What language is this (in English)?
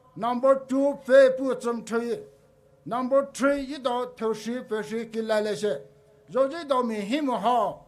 Poumei Naga